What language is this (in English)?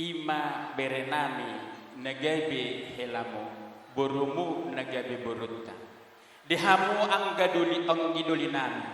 Batak Toba